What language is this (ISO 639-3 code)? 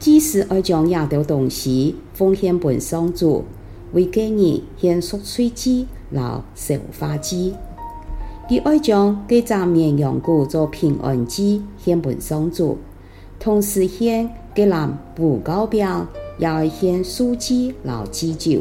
hak